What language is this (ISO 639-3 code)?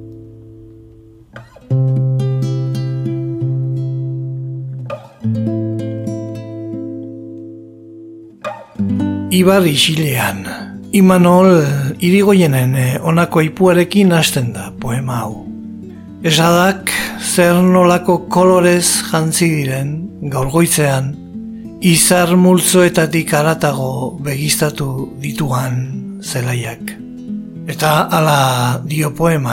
eus